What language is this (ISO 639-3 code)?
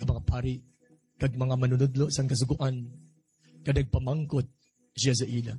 hil